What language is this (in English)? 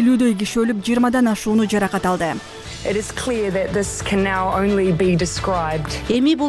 Kyrgyz